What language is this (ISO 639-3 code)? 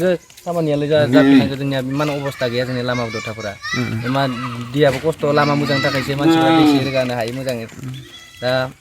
brx